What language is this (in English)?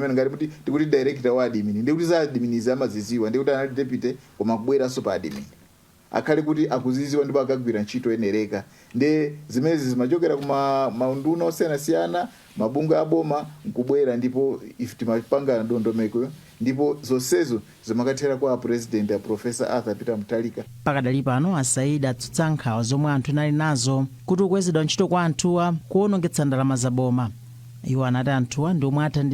Nyanja